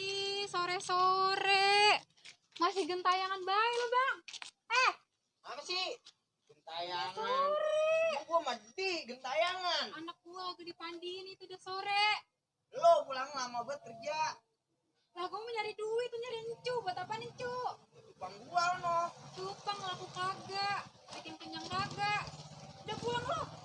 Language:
Betawi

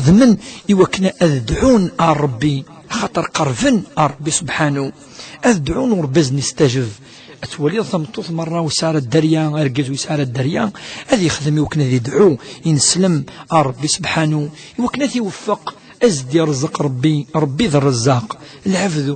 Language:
Kabyle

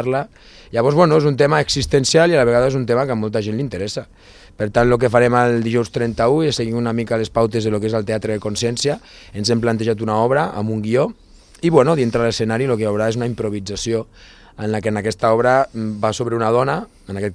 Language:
Catalan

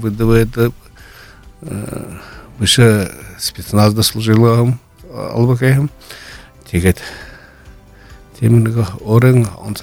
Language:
Buriat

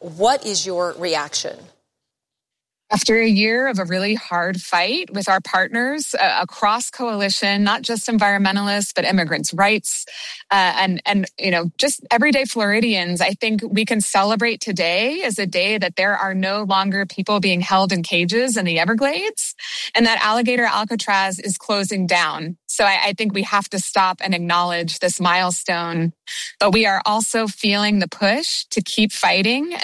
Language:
English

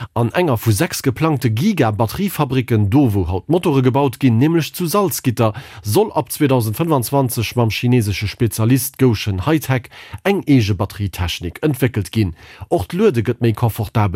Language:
Luxembourgish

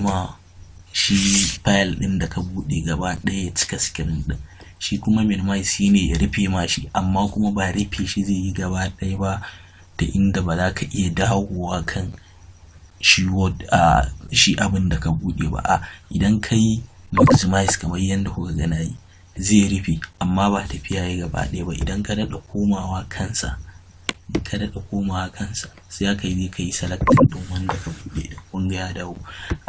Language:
Hausa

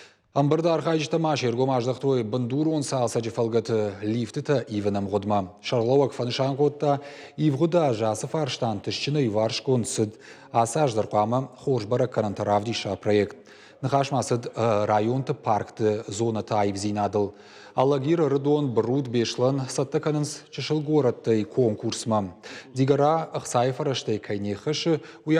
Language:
Ossetic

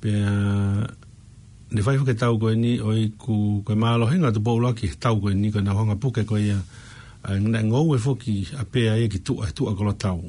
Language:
Tongan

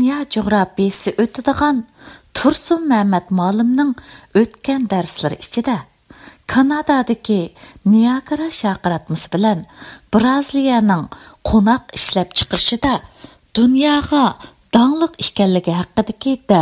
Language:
Uyghur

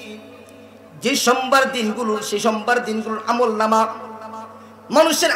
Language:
Bangla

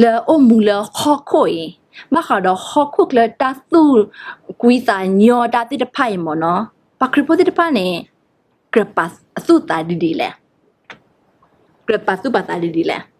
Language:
S'gaw Karen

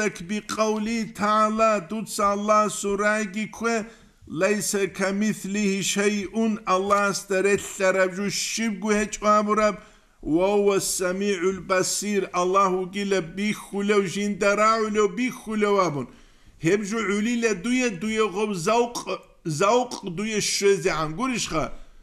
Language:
Avaric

